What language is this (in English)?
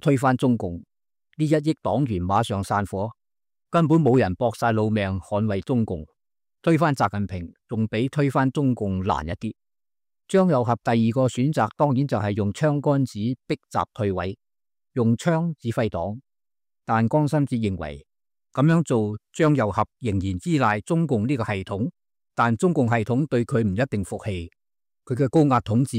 Cantonese